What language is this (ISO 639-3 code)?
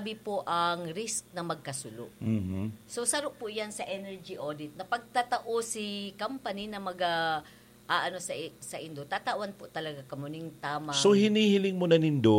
bik